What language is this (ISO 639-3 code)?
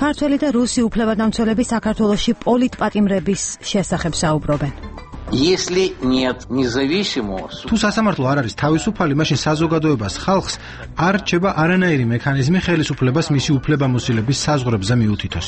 kat